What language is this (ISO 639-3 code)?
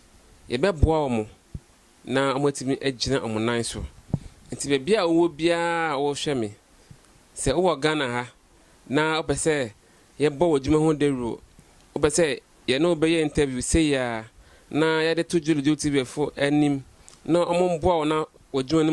aka